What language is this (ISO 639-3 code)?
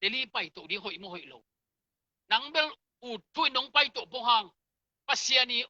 ctd